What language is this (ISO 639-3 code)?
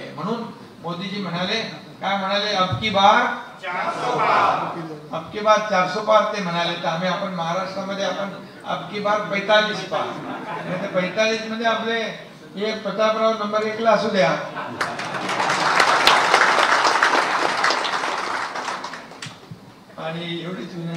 mar